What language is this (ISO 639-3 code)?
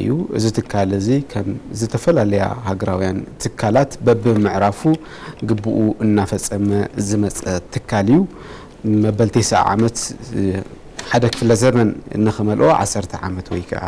tir